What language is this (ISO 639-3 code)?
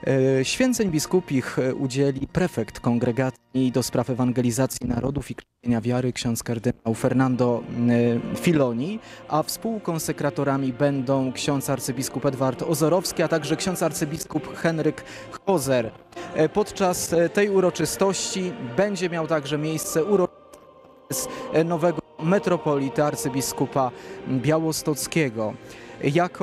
pol